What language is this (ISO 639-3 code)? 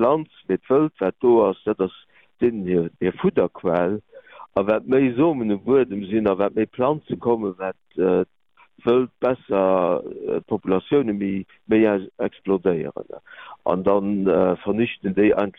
ltz